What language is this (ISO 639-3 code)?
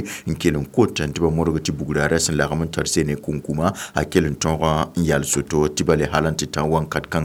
mos